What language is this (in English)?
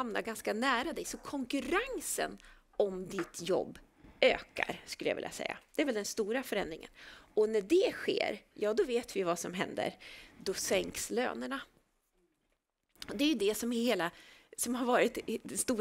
Swedish